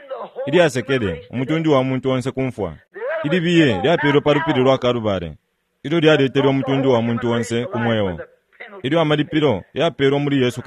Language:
Bemba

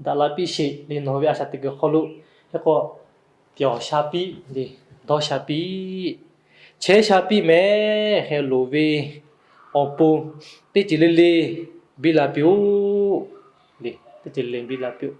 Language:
Lahu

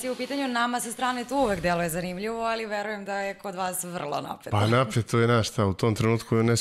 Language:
Serbian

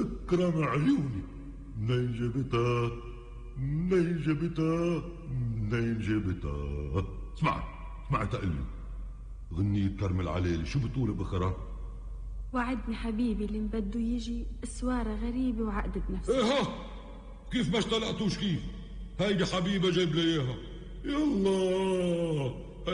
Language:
North Levantine Arabic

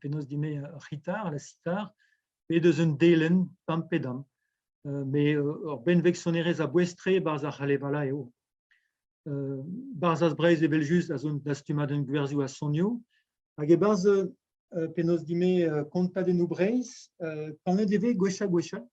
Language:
Breton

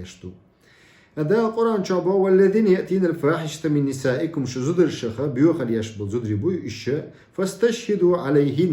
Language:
Chechen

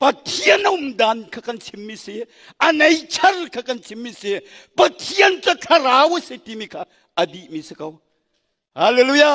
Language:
Hakha Chin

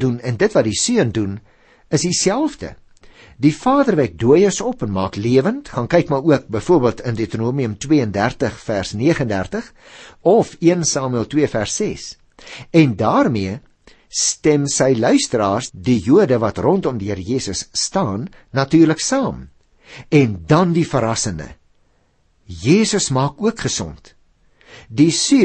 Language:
Afrikaans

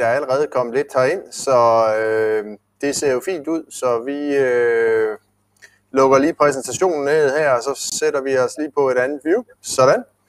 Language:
Danish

